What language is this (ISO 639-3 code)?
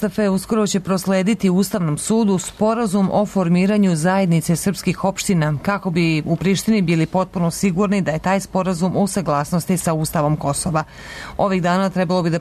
srp